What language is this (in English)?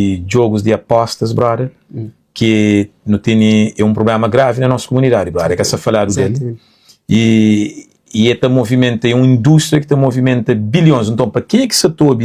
Kabuverdianu